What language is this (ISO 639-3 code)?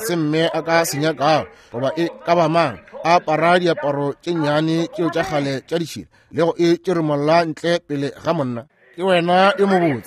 nso